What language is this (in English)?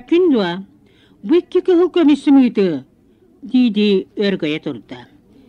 Yakut